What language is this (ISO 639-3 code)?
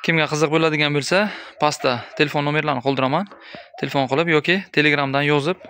uzb